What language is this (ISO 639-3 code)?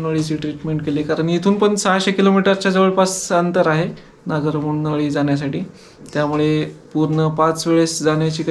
mar